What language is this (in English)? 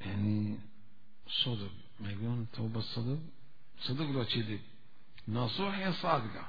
Mesopotamian Arabic